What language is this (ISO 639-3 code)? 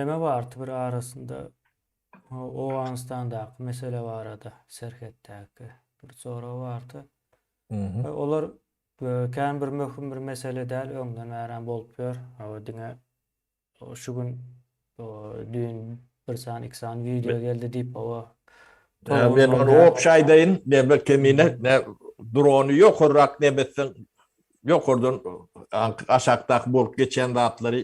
tuk